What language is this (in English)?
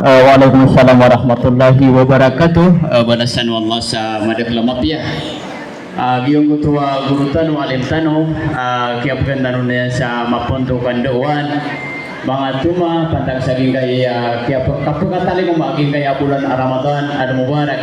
Maranao